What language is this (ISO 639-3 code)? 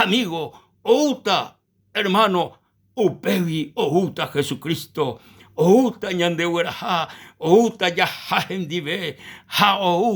grn